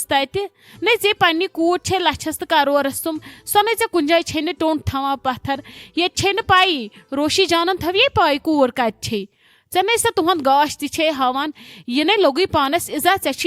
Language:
Kashmiri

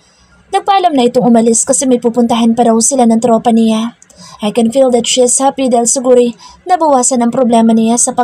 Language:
Filipino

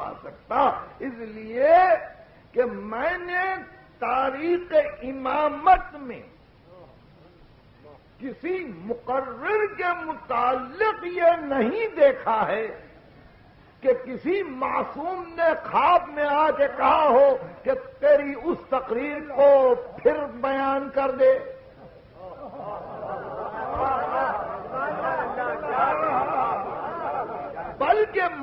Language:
Urdu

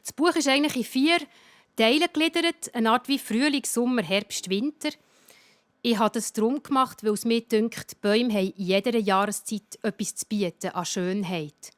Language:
Swiss German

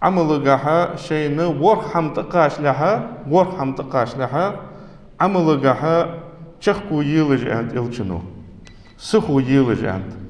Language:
Ingush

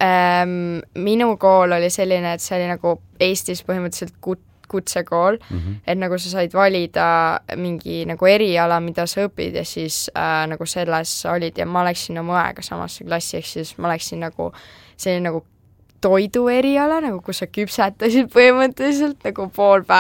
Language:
Estonian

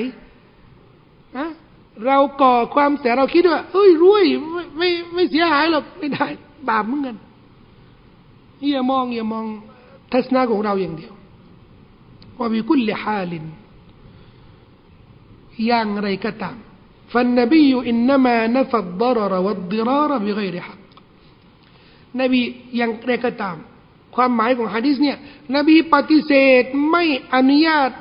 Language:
Thai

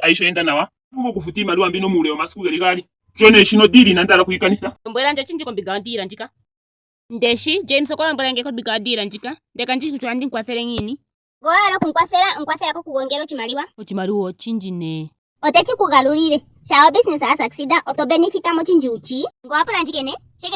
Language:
Ndonga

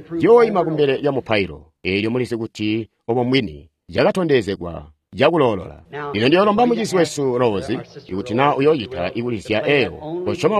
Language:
Tonga (Zambia)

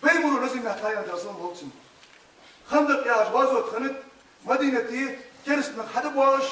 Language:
Ingush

